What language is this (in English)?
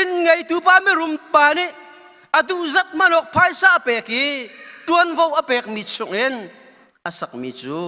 Hakha Chin